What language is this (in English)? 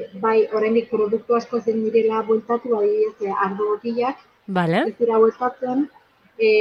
Basque